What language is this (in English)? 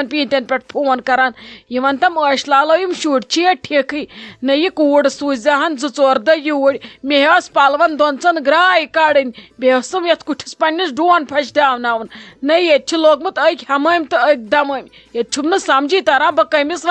Kashmiri